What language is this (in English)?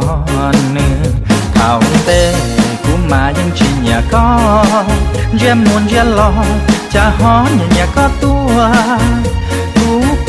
Hmong